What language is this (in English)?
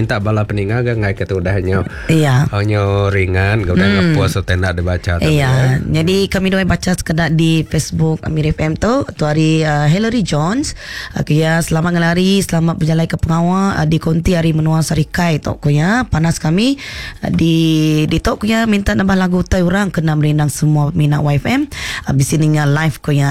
Iban